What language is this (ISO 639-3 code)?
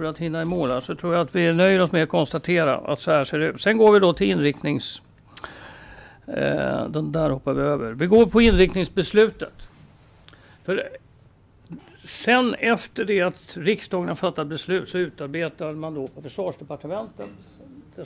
swe